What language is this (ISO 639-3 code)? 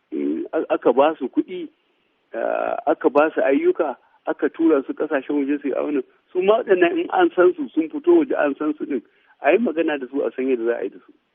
hau